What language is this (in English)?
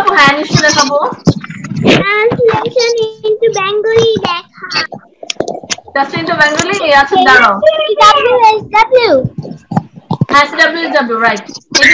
Bangla